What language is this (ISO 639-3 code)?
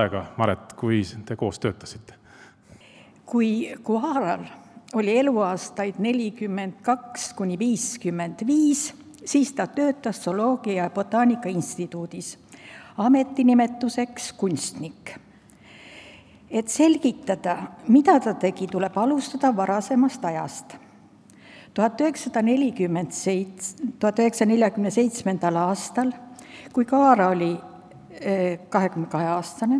est